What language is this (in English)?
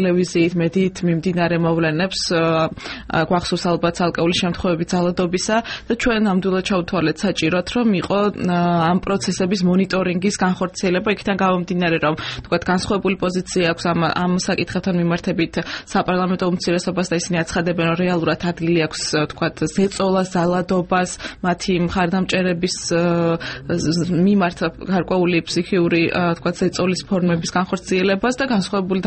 Georgian